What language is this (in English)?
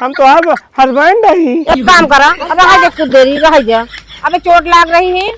Awadhi